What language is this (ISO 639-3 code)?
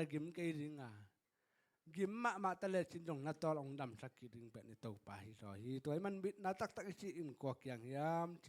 ctd